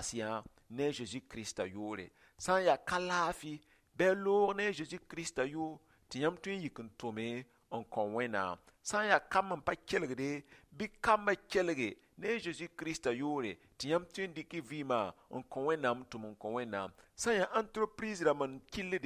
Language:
Mossi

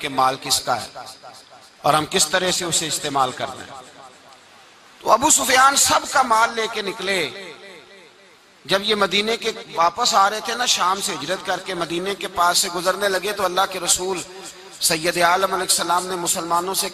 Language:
Urdu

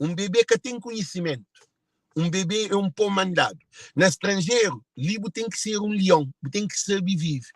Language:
Kabuverdianu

